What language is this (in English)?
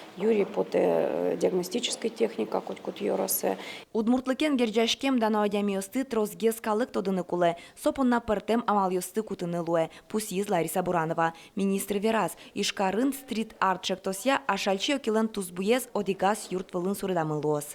Udmurt